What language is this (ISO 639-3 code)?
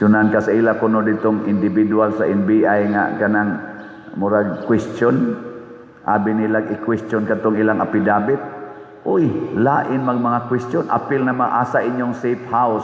ceb